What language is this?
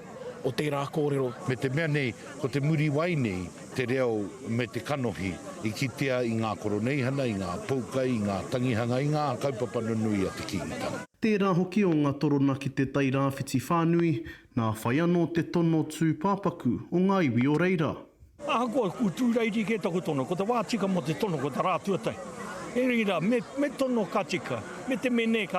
Māori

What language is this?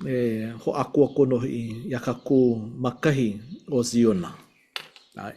Hawaiian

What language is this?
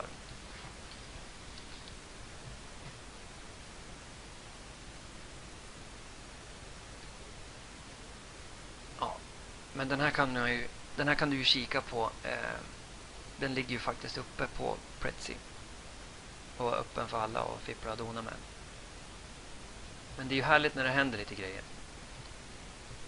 Swedish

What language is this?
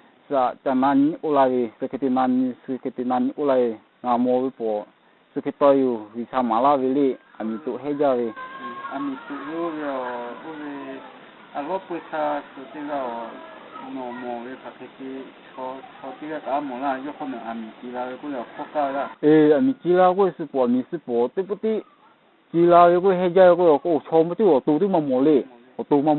Lahu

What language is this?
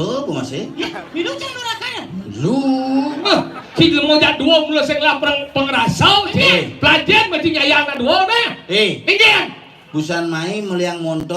Balinese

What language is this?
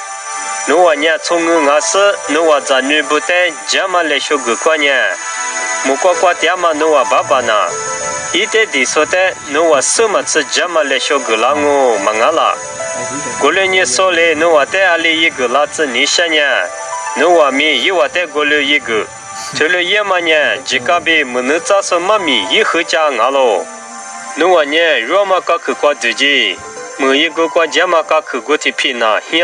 Lisu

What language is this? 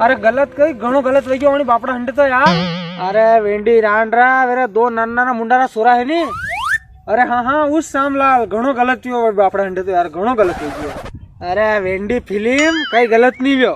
Rajasthani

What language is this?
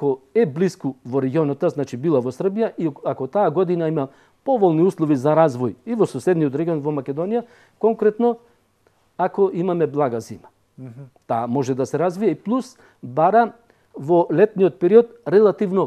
Macedonian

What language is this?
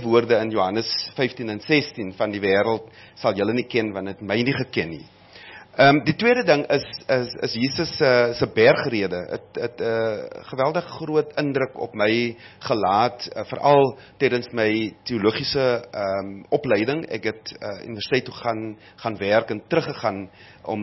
Afrikaans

